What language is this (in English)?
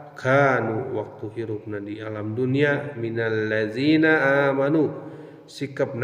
Sundanese